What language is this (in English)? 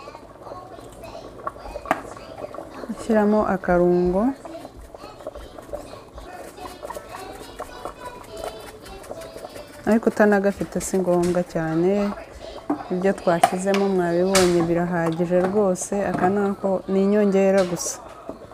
Kinyarwanda